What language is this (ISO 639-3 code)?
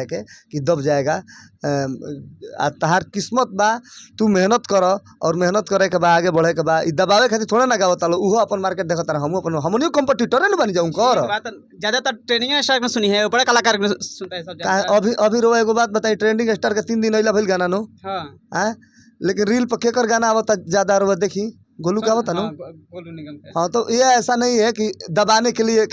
bho